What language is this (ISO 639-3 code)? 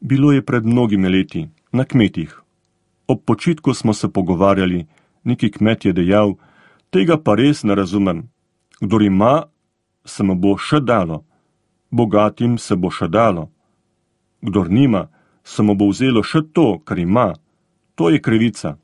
slv